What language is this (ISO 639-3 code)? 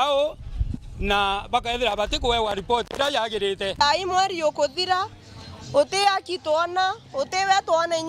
mer